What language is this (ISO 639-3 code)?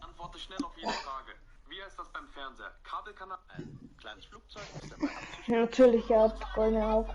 bar